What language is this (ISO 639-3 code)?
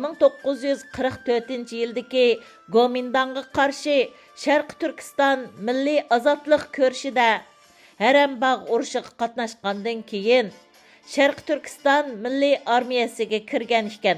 uig